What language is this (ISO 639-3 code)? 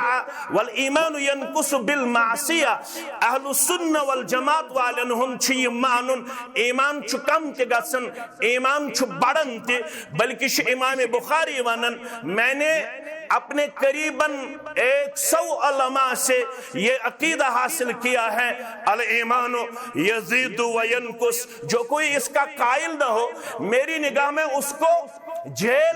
kas